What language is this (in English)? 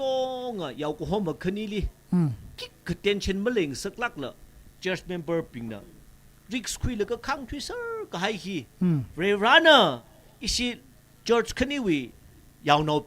Tangkhul Naga (India)